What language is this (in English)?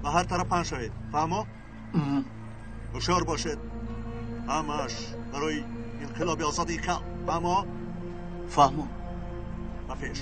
Tajik